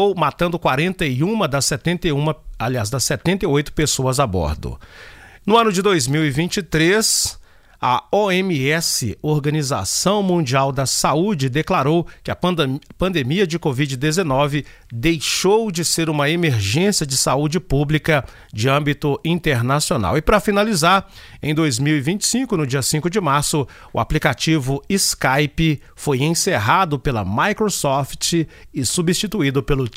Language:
Portuguese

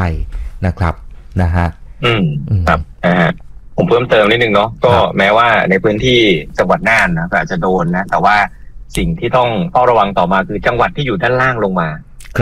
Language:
Thai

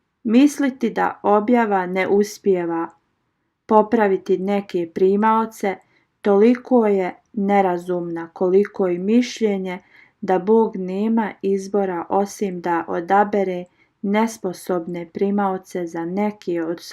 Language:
Bosnian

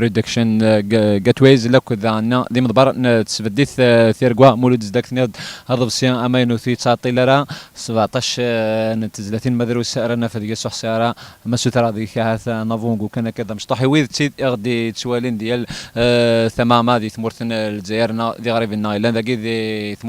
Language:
Kabyle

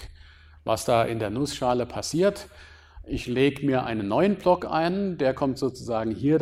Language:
German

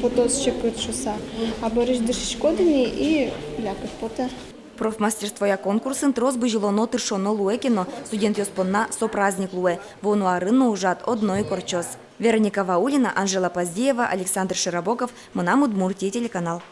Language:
Udmurt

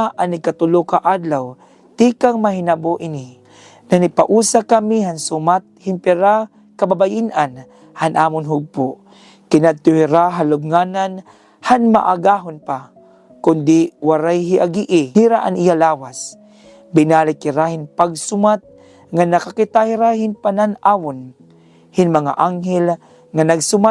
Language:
Waray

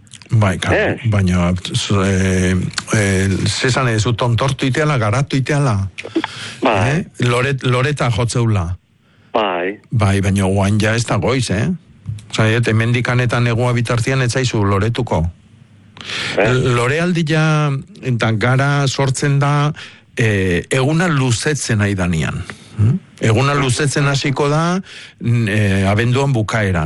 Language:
Basque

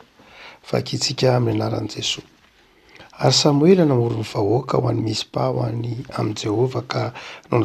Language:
Malagasy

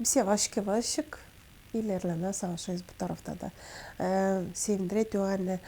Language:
Gagauz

